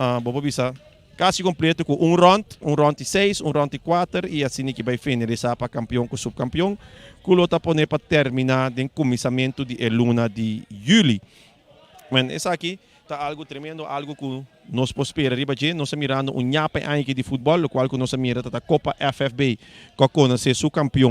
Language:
Papiamento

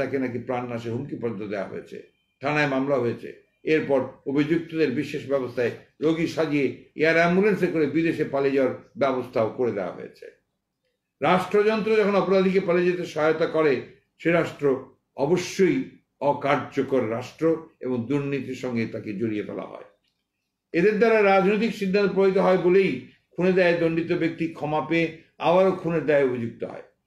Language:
Bangla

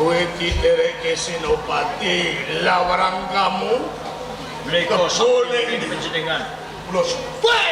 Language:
Javanese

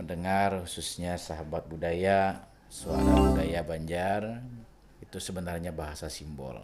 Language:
Banjar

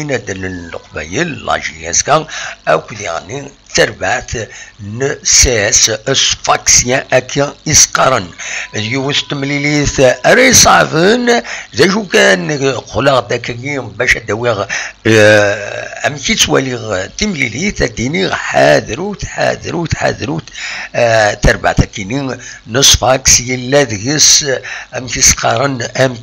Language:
Kabyle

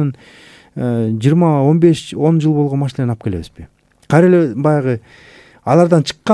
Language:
Kyrgyz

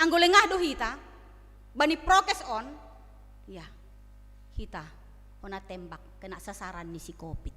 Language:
Batak Simalungun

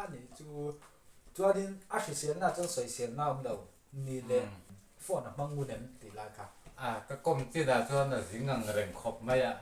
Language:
Mizo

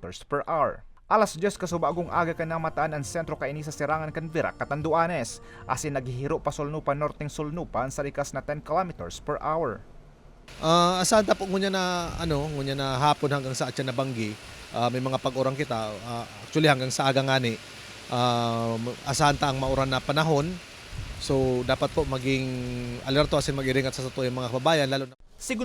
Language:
Bikol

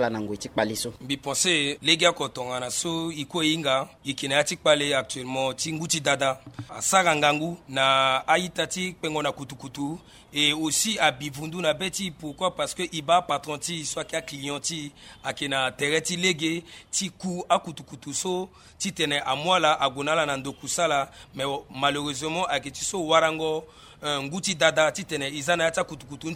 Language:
Sango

